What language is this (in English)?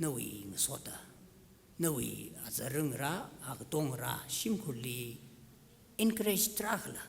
Tangkhul Naga (India)